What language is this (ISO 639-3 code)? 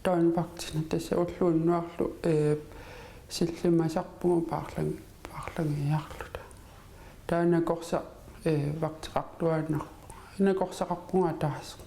kal